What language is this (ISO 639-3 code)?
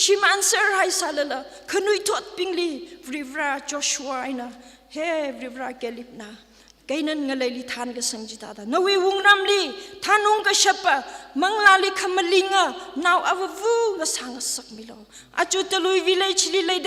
nmf